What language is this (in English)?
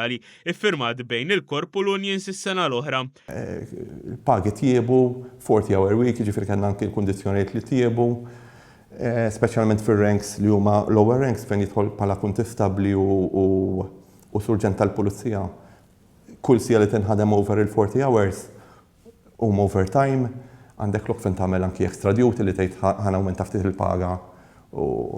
Maltese